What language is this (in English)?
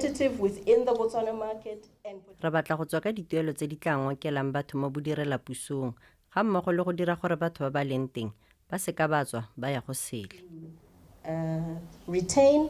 Tswana